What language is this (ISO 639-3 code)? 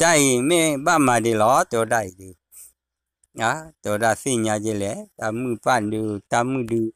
ksw